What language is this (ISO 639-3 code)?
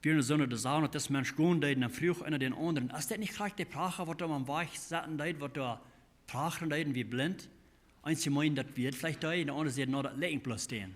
pdt